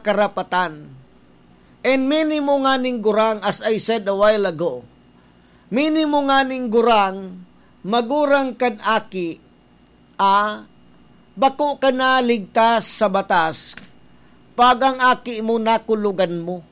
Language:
Bikol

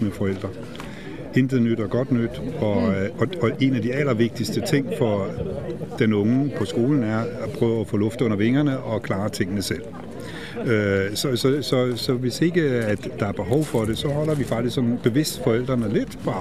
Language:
Danish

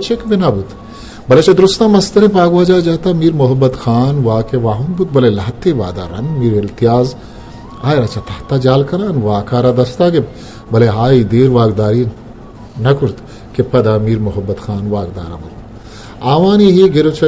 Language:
Eastern Balochi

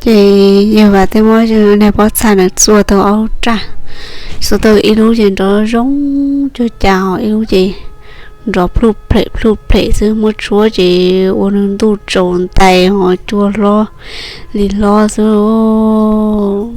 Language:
Hmong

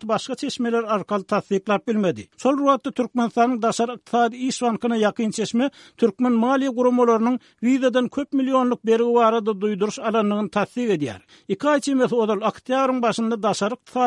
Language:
Turkmen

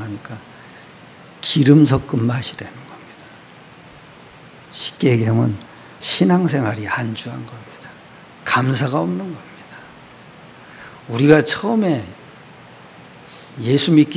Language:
Korean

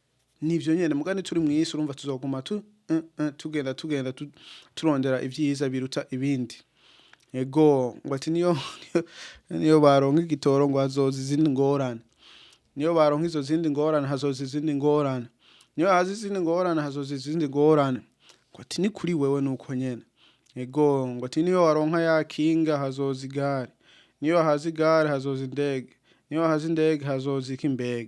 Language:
Rundi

